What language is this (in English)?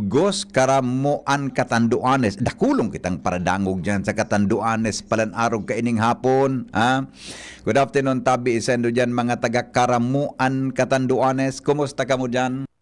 Bikol